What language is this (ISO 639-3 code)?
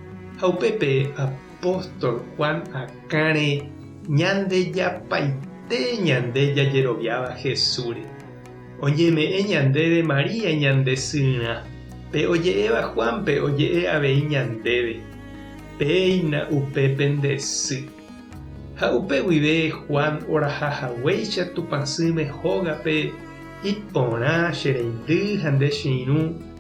grn